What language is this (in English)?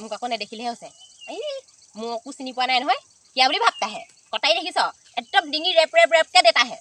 Assamese